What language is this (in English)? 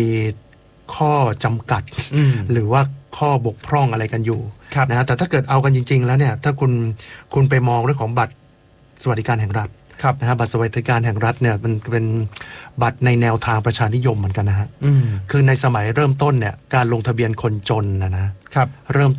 Thai